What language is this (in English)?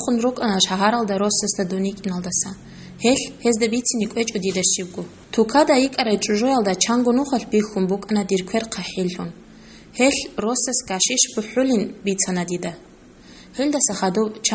Avaric